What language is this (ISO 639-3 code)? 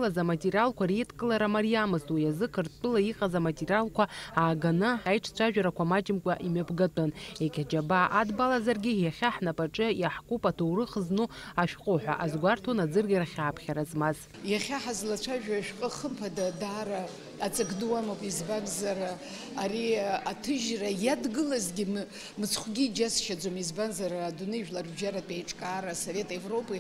abk